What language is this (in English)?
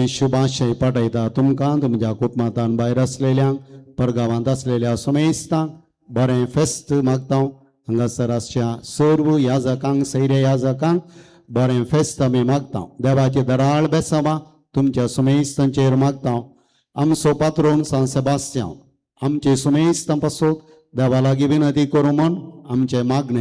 Konkani